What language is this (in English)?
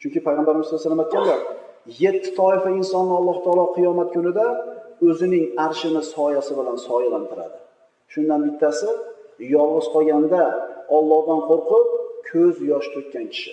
Uzbek